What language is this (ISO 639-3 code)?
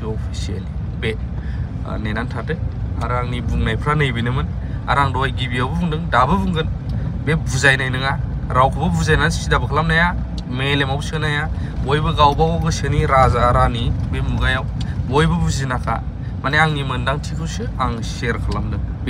brx